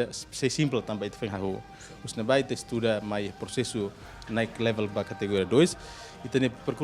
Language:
Tetum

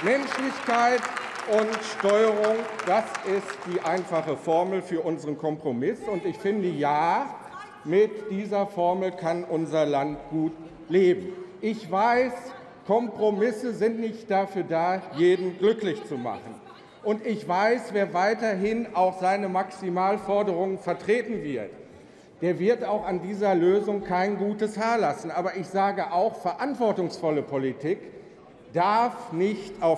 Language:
German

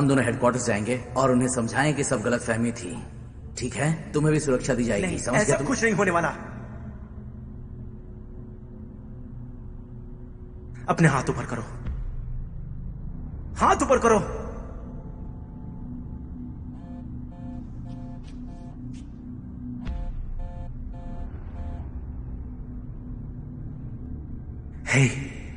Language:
Hindi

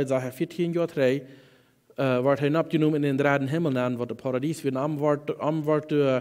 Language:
Plautdietsch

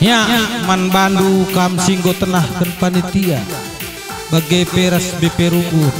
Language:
Batak Karo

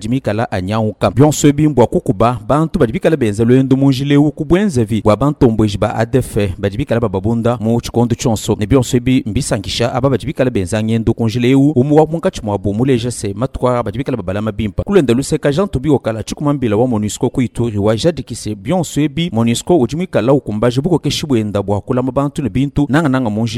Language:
Luba-Lulua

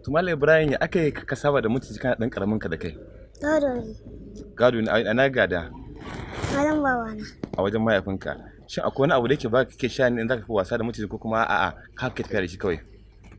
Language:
Hausa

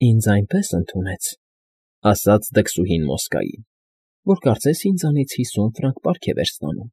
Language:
Armenian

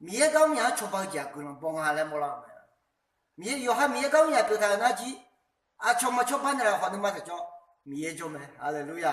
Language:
Akha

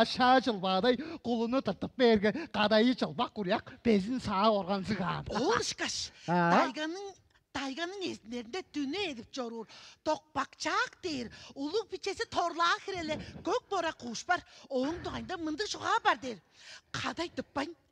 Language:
Tuvinian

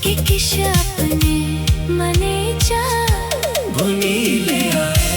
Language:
Dogri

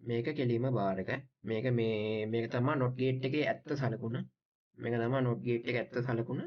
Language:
Sinhala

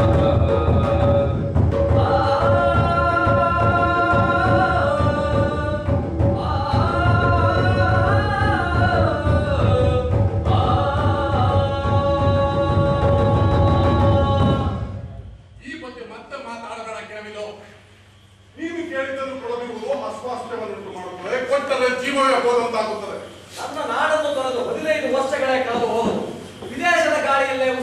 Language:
Kannada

